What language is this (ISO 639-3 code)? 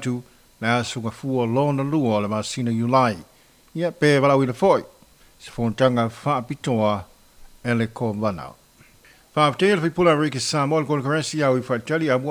smo